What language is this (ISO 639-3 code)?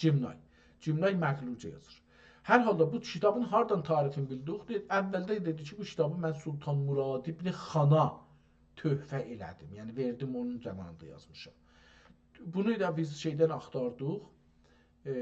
azb